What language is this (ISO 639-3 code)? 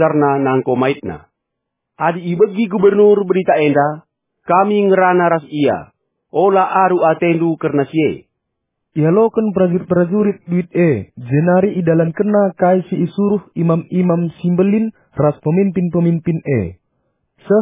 btx